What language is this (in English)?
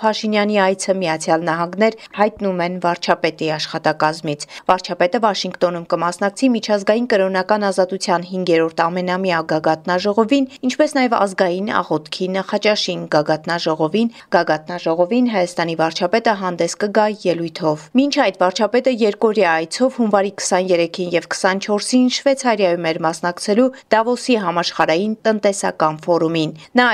Armenian